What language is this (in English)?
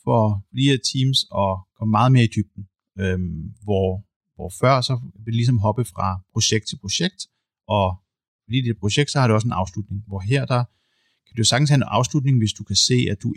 Danish